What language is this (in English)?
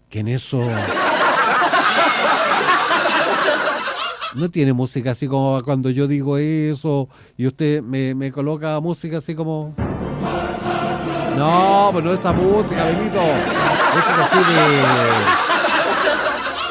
Spanish